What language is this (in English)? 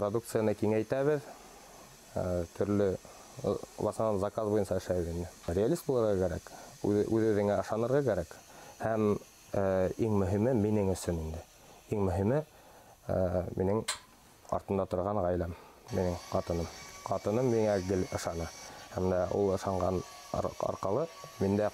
Bashkir